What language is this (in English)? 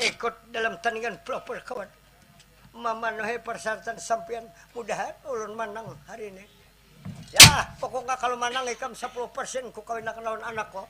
Banjar